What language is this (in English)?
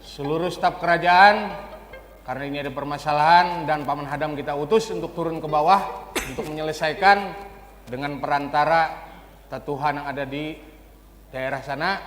Banjar